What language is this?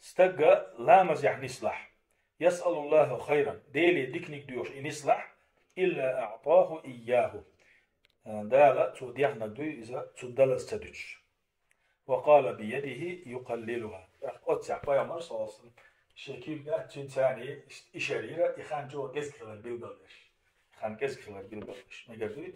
Chechen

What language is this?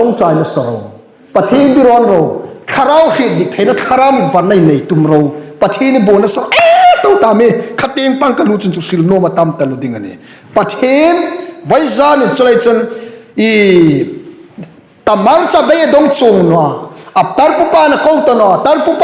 Hmar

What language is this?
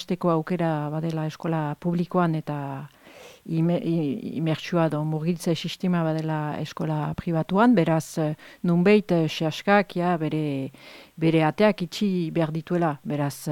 Basque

